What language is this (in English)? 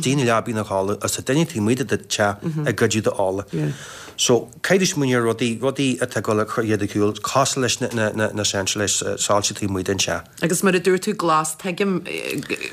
Irish